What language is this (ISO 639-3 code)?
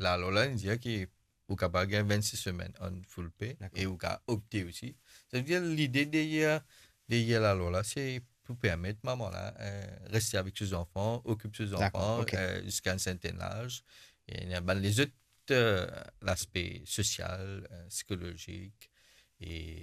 mfe